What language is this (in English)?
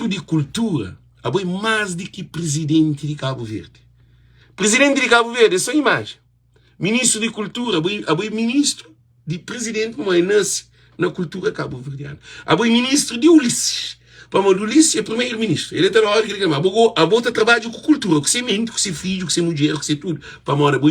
Kabuverdianu